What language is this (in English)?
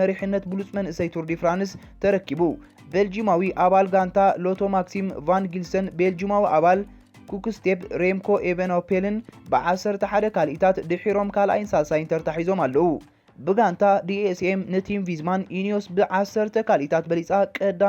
Tigrinya